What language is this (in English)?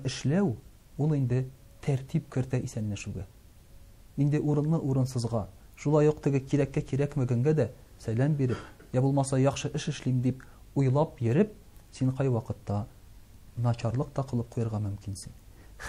Tatar